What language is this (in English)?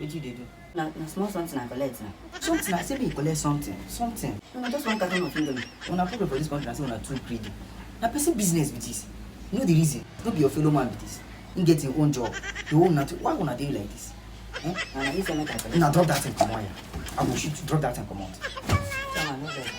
Nigerian Pidgin